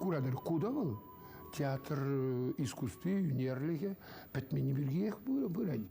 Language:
Chuvash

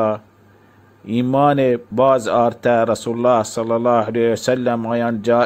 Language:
Baluchi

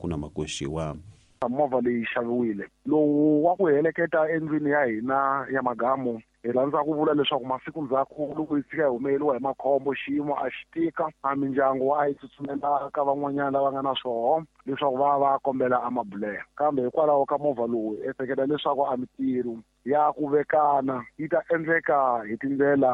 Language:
Tsonga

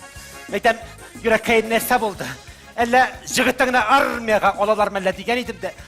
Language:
Tatar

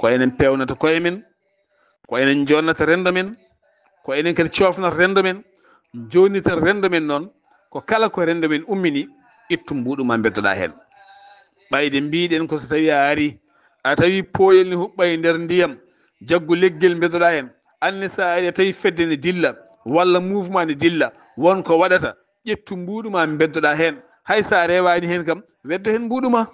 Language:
Fula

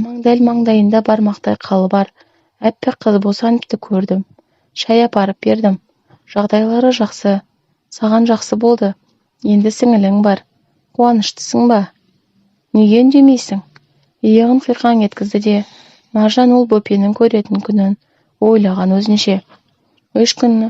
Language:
Kazakh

